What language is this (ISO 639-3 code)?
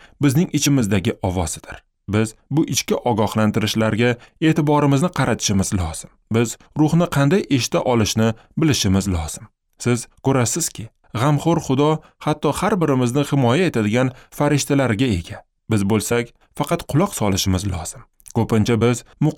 uzb